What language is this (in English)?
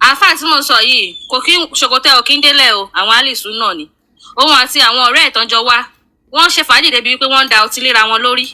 Yoruba